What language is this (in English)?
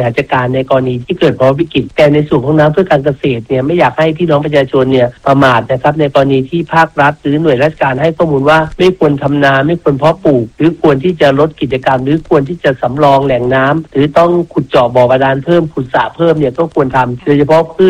Thai